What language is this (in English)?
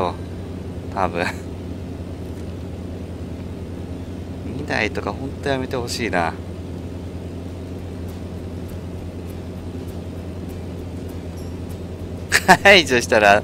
Japanese